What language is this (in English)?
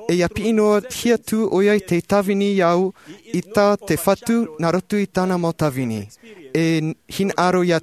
Tahitian